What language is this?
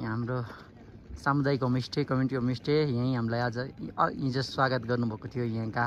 Nepali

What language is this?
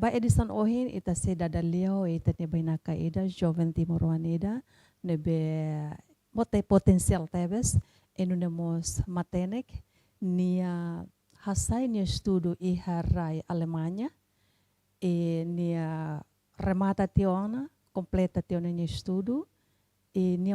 Tetum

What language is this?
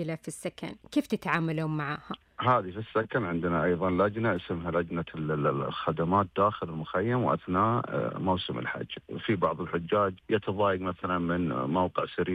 Najdi Arabic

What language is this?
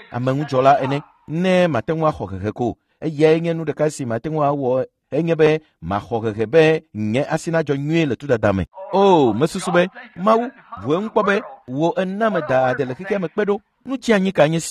Ewe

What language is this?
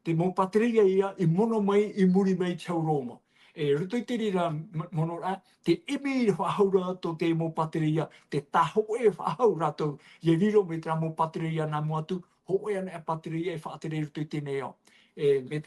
Tahitian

